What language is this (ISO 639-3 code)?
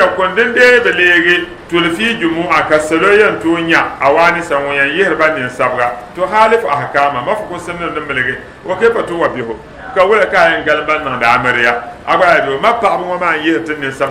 dag